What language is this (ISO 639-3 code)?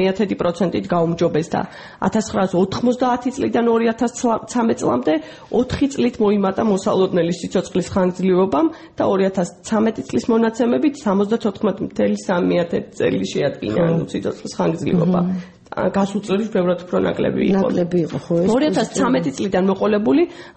kat